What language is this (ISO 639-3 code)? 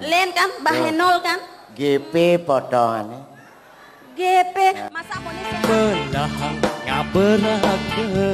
ban